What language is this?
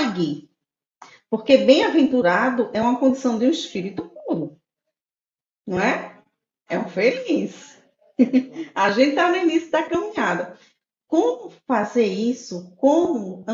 Portuguese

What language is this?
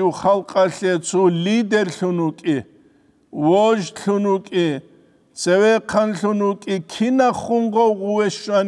Avaric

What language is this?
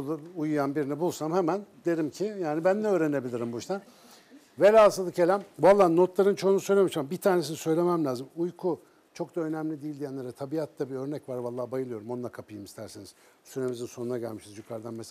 Turkish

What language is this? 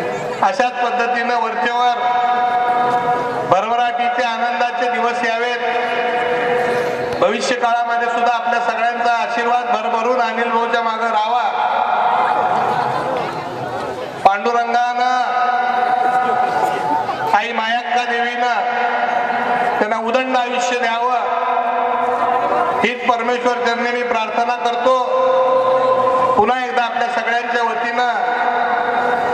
Marathi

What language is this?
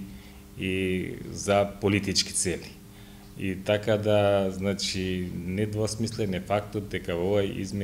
Macedonian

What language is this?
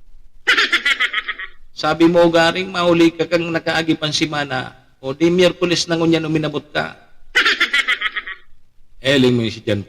Bikol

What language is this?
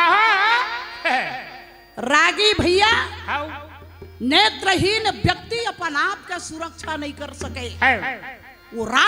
Chhattisgarhi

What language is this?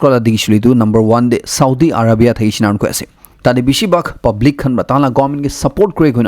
Naga Pidgin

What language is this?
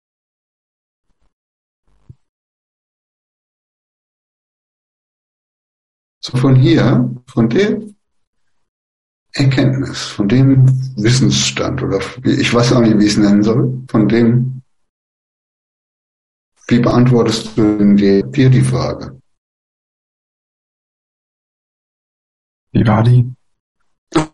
German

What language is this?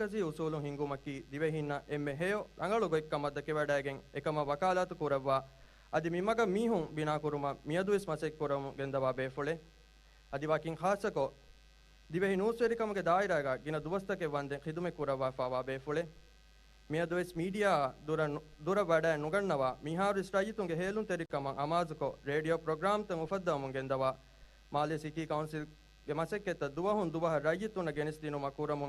Divehi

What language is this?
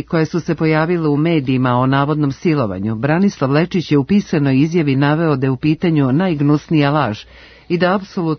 Serbian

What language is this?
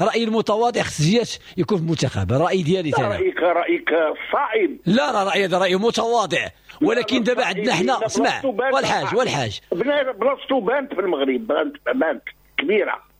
Moroccan Arabic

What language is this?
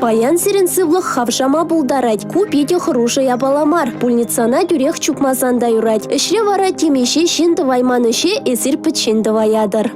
Chuvash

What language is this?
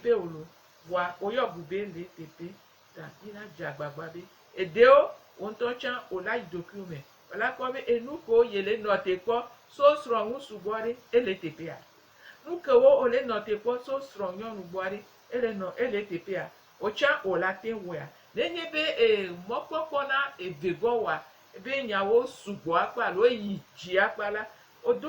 Gen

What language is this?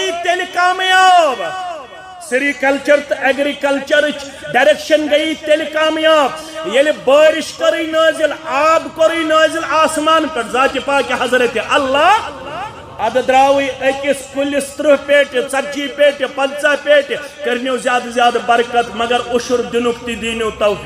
Kashmiri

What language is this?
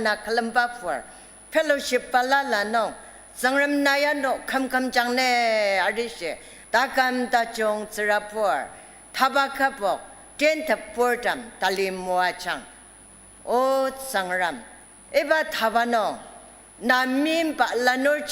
Ao Naga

